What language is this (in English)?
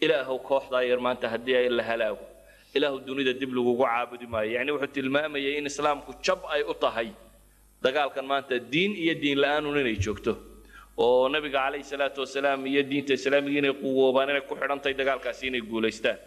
Somali